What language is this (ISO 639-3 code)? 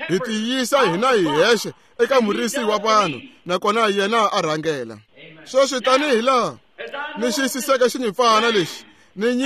tso